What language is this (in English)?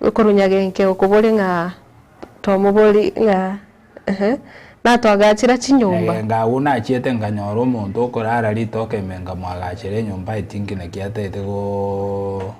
Gusii